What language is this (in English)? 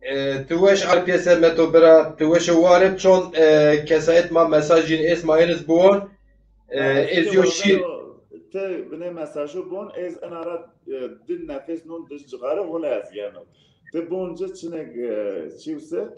Zaza